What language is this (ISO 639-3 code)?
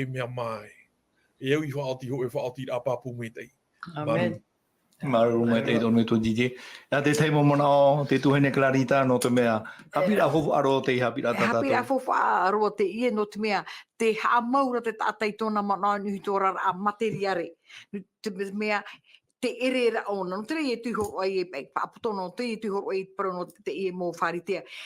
tah